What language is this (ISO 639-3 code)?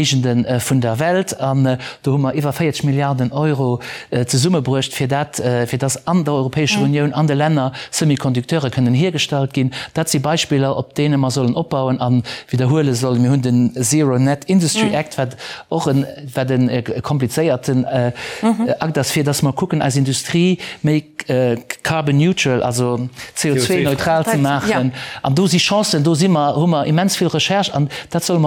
ltz